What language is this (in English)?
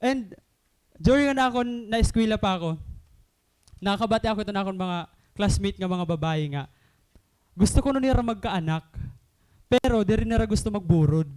Waray